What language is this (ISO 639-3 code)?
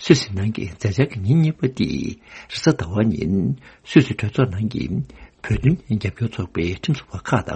bod